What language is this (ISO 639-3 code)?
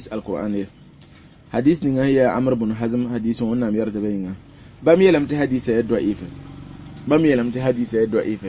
mos